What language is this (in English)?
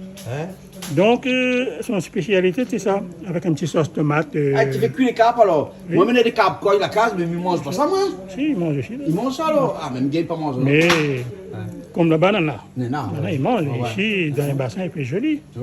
Réunion Creole French